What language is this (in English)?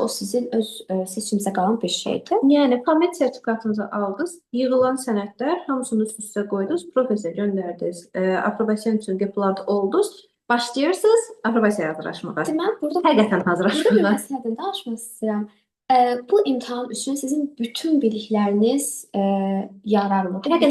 Azerbaijani